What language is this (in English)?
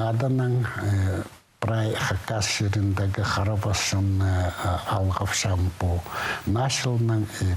Khakas